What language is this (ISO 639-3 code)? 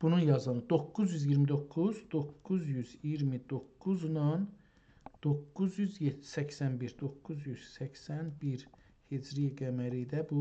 azb